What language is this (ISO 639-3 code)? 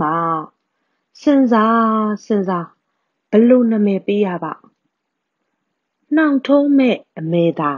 mya